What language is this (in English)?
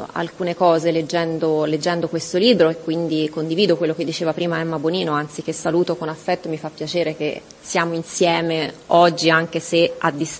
Italian